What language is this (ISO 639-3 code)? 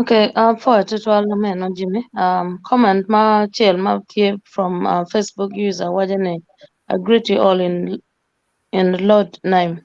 ach